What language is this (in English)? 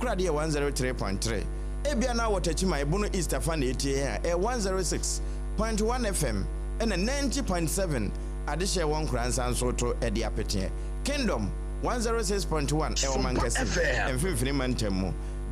Akan